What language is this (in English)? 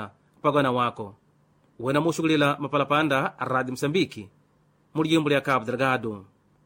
Makonde